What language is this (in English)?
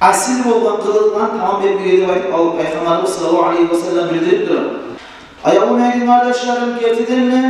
Kumyk